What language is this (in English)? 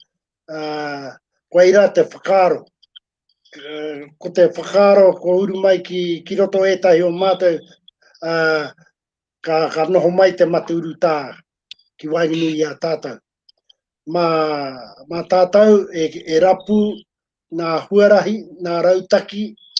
Māori